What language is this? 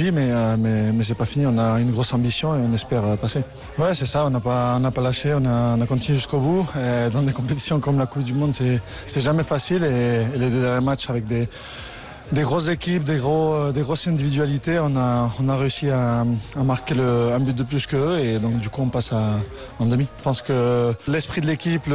French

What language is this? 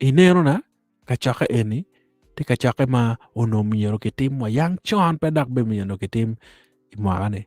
Acoli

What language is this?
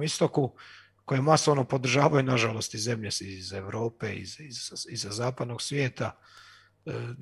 Croatian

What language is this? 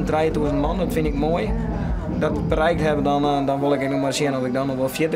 Western Frisian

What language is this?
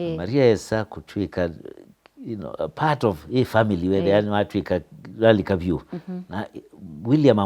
Kamba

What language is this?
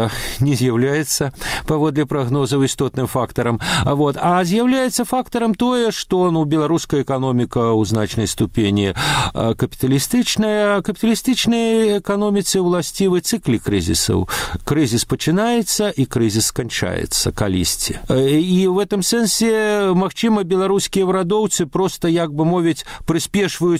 Belarusian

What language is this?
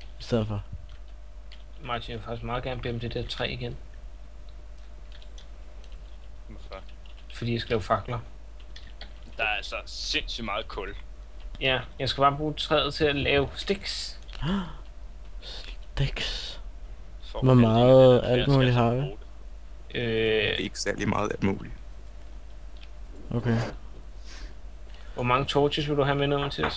Danish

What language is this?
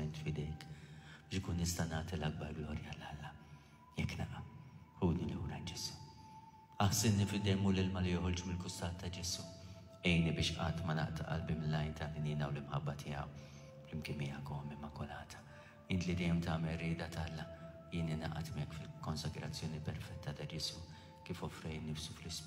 Maltese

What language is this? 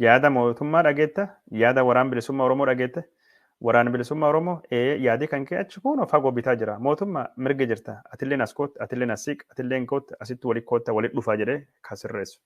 Oromo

